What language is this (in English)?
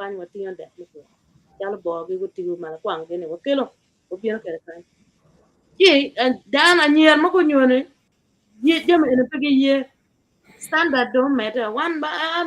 Acoli